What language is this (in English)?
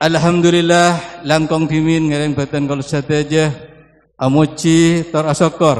Madurese